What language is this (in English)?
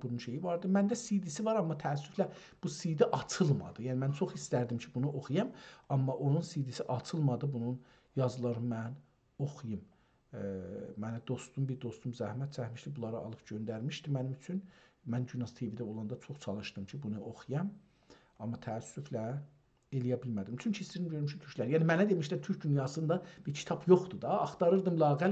South Azerbaijani